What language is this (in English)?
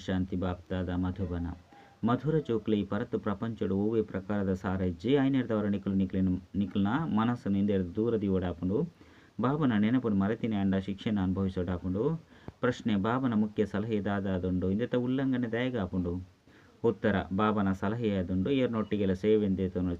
Tulu